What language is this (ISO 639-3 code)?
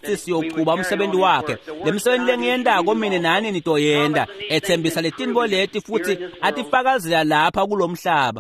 ssw